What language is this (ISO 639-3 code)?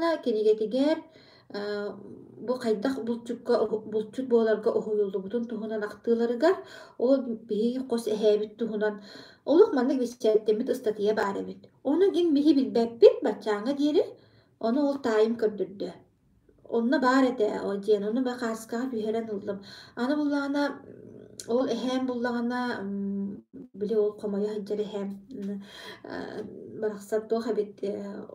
sah